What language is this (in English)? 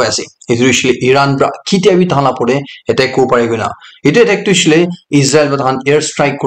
Naga Pidgin